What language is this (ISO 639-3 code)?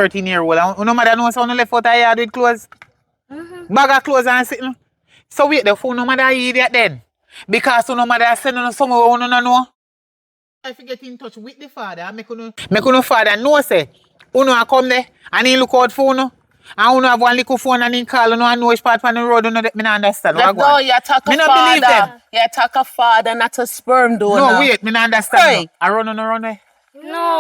jam